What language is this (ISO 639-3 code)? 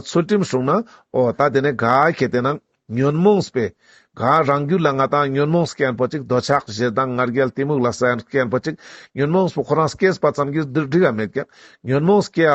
lbj